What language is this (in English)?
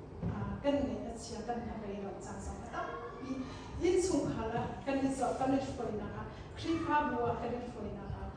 Hakha Chin